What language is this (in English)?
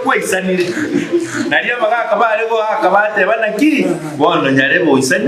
Gusii